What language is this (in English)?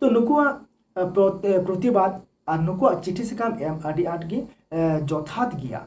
Santali